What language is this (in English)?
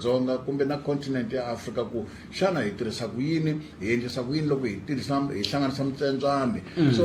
Tsonga